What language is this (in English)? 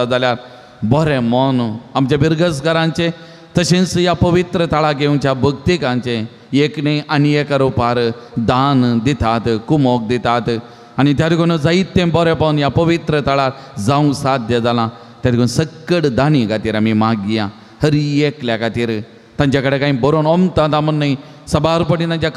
Konkani